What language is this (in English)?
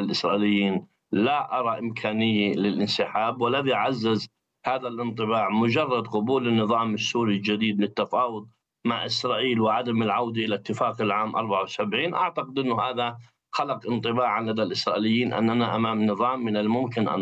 Arabic